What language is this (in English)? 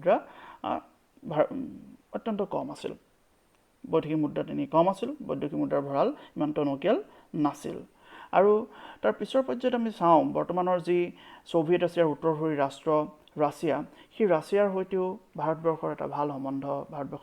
Assamese